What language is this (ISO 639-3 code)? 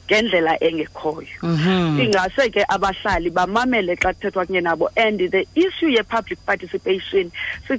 xho